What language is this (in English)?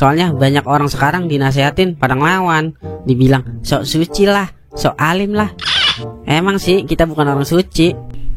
Betawi